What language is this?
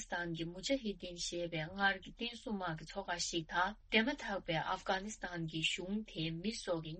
Tibetan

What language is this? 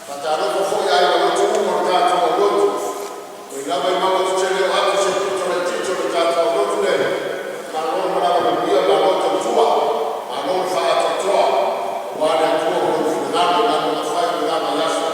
Samoan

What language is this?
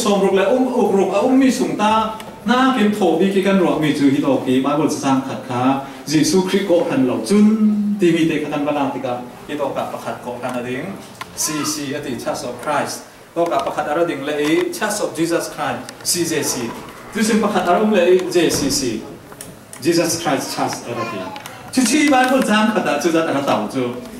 Falam Chin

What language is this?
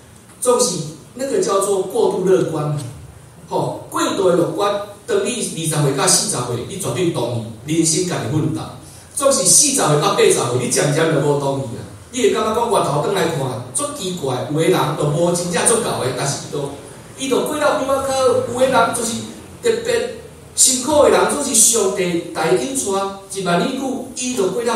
Min Nan Chinese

